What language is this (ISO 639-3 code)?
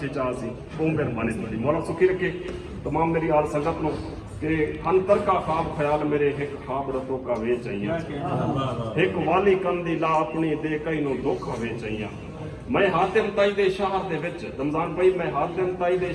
skr